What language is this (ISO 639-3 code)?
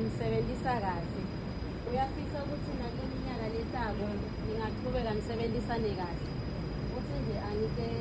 ssw